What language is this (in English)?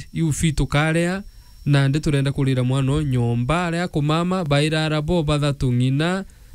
Meru